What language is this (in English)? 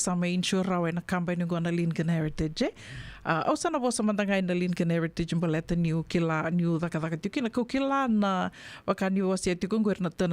Fijian